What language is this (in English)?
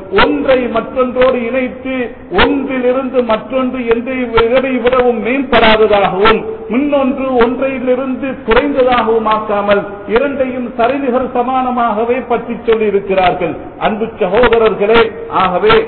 Tamil